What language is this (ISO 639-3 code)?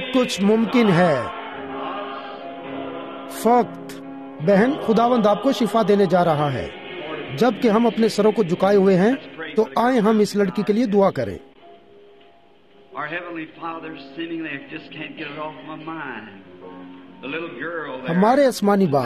urd